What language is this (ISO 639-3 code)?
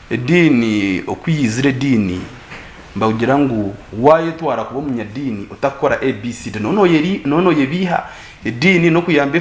nyn